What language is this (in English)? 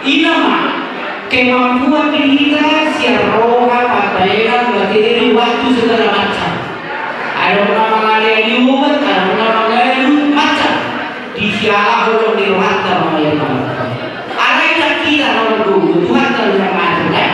Batak Toba